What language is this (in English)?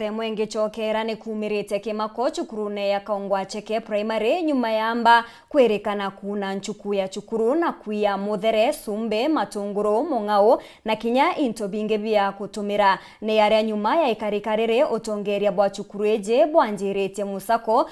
Meru